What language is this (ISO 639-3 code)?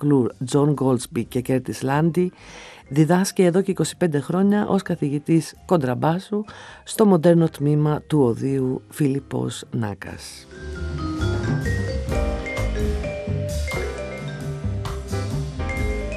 ell